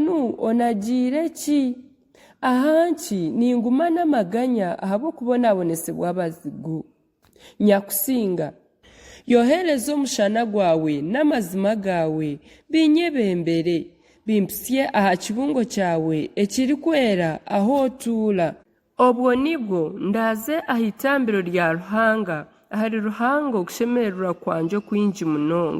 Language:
Nyankole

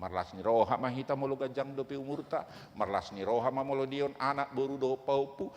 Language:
Batak Toba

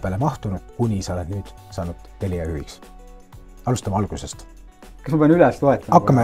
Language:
Estonian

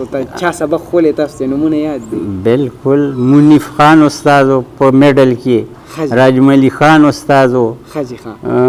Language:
Pashto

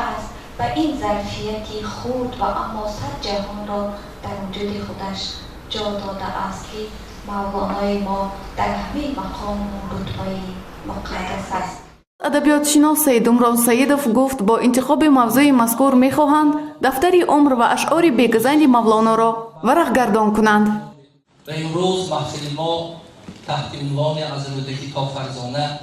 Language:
Tajik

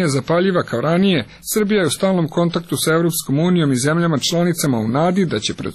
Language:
Croatian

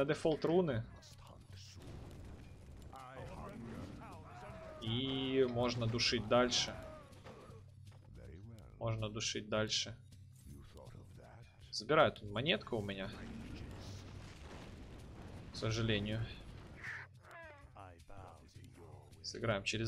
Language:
Russian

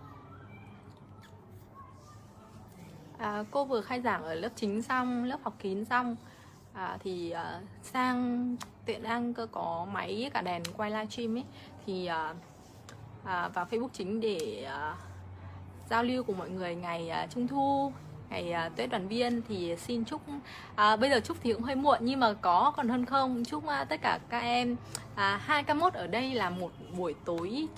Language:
Vietnamese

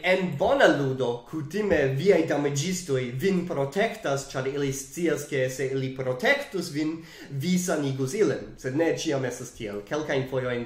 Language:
Esperanto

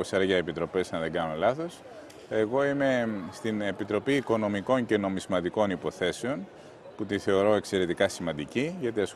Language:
Greek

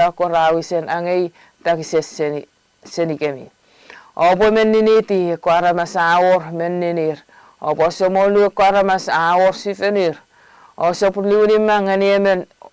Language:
Chuukese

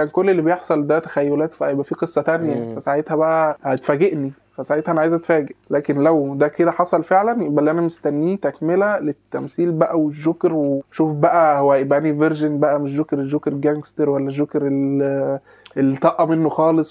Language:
Egyptian Arabic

